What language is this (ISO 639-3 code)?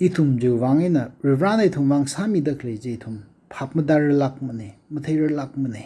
nmf